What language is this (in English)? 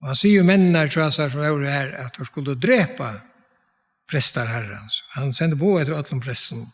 Faroese